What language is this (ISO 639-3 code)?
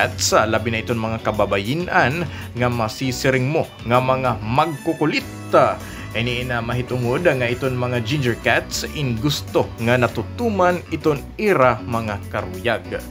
war